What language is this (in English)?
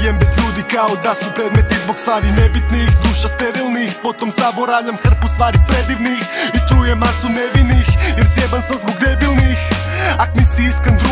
Croatian